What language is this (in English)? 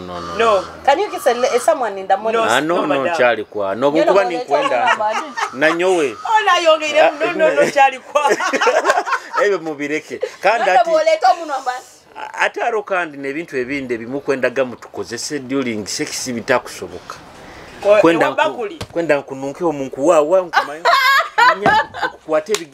Nyoro